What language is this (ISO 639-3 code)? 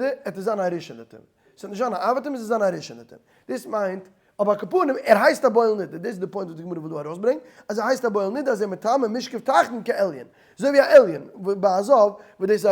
yid